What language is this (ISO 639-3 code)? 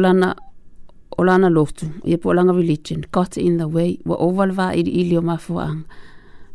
smo